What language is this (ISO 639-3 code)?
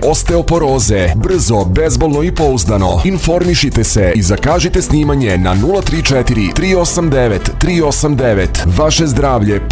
srp